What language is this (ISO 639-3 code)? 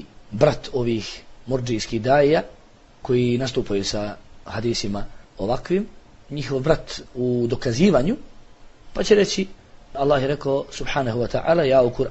bos